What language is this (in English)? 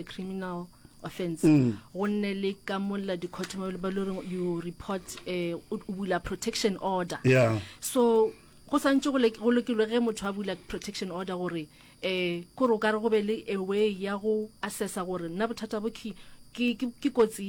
Northern Sotho